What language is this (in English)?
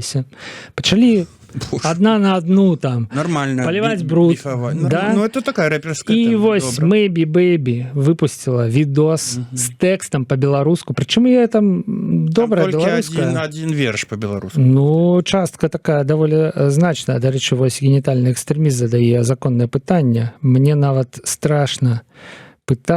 Belarusian